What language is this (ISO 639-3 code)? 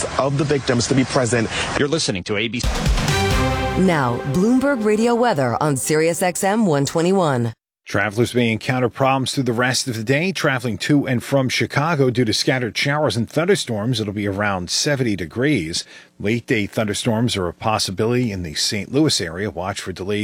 eng